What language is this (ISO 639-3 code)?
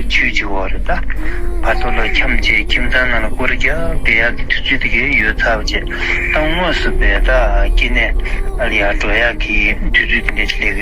bod